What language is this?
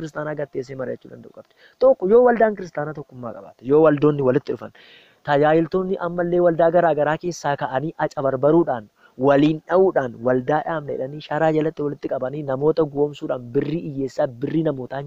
Oromo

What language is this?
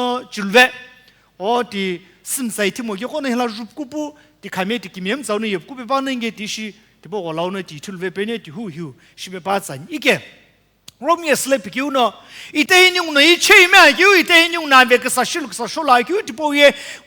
Sumi Naga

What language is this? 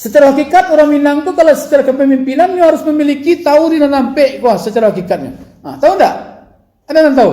Minangkabau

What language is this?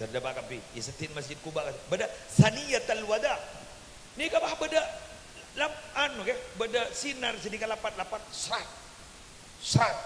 Madurese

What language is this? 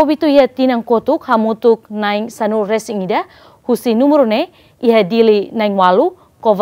Tetum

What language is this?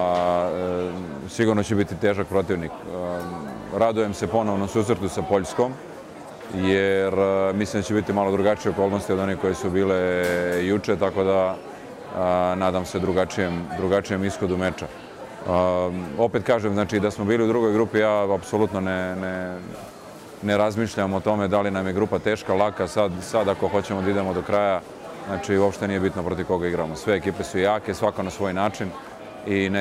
Serbian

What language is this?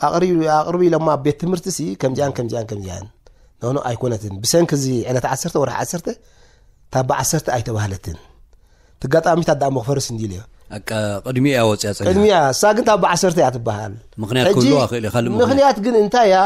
Tigrinya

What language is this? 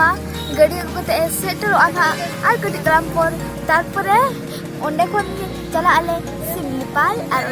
Santali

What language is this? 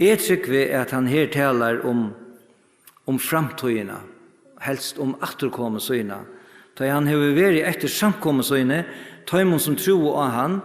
Faroese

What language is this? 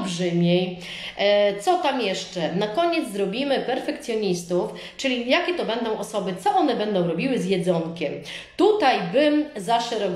Polish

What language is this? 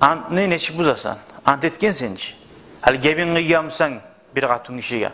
Kumyk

